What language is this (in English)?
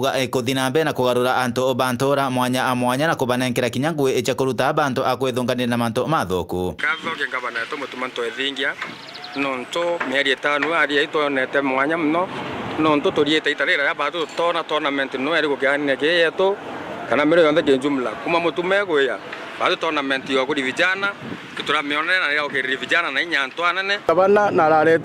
Meru